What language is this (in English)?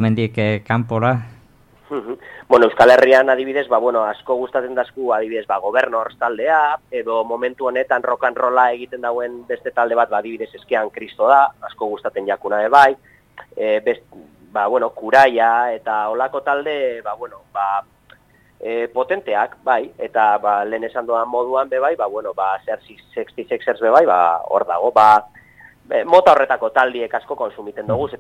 Basque